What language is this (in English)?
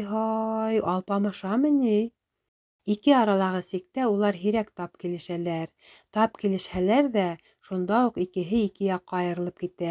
Bashkir